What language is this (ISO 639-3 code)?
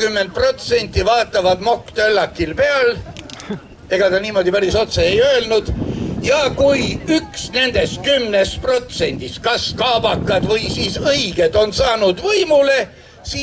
est